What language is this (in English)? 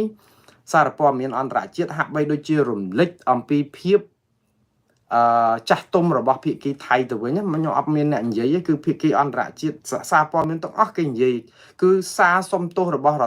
Khmer